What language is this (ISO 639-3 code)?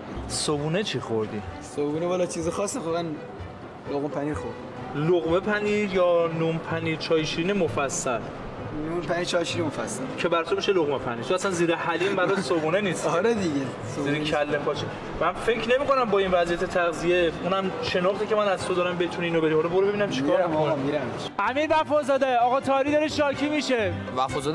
fas